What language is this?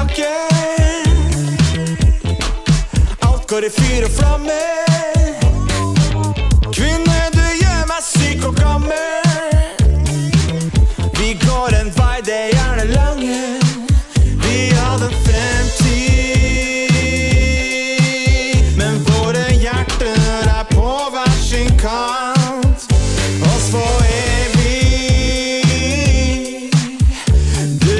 Norwegian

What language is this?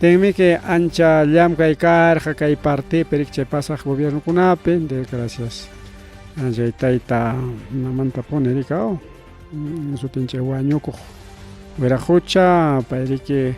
Ayacucho Quechua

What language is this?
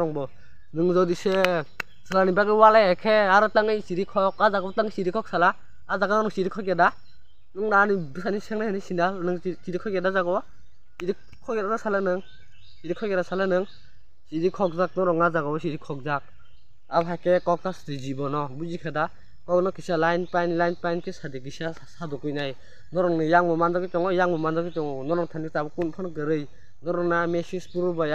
Kok Borok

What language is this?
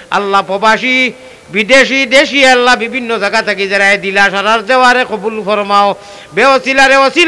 Sylheti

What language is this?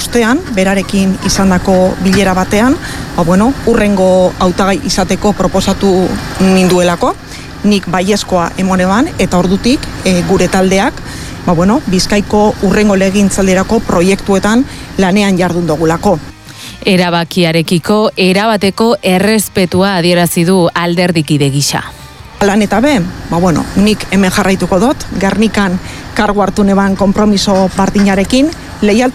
Basque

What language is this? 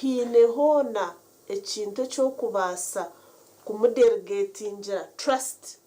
Nyankole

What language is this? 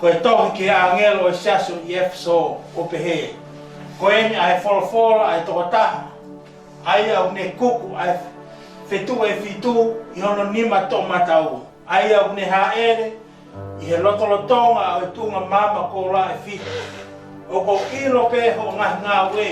Tongan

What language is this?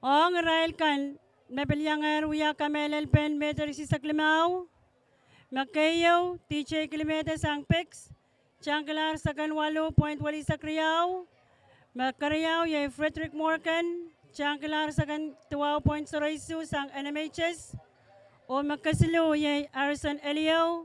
Pohnpeian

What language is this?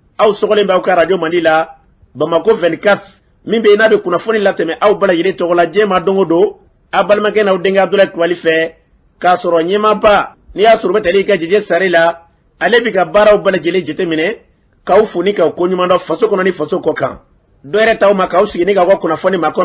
Bambara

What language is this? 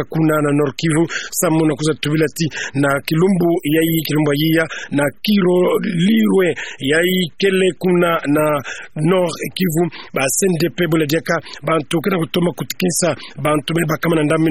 Kituba (Democratic Republic of Congo)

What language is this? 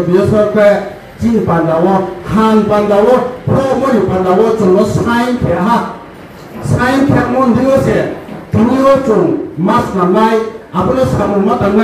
Riang (India)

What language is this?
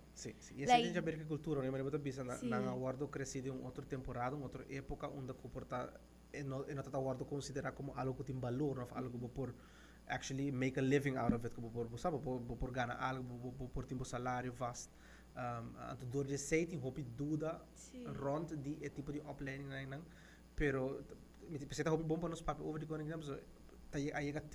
Papiamento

